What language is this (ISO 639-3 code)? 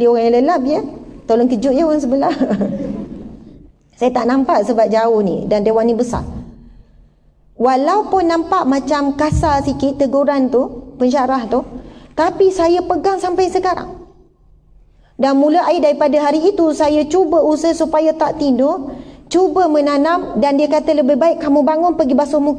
msa